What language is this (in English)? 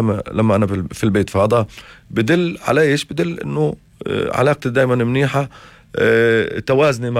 North Levantine Arabic